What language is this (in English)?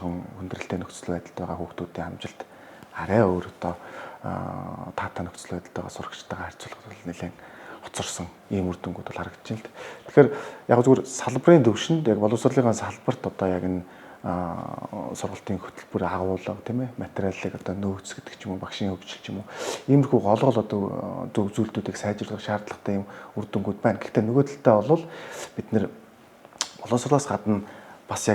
Mongolian